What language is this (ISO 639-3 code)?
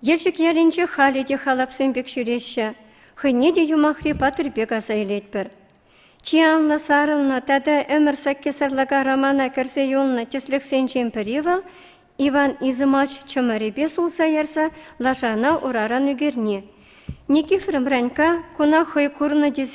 chv